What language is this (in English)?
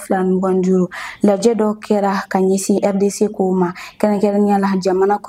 Bambara